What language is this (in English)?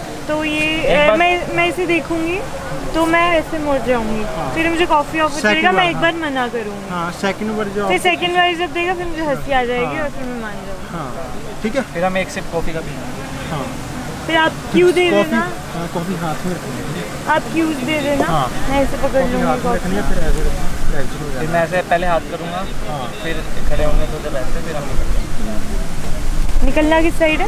Hindi